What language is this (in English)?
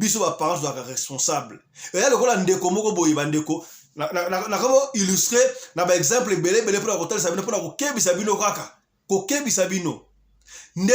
Lingala